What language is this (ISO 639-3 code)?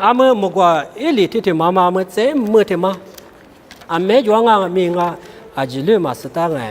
lis